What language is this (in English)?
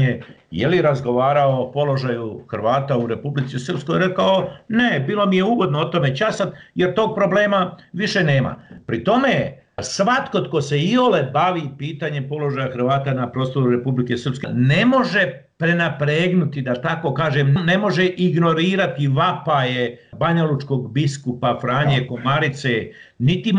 Croatian